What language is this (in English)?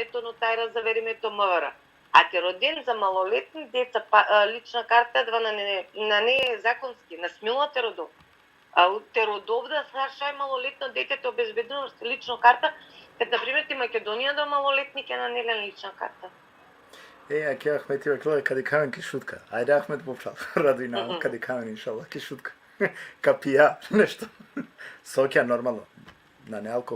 Balkan Romani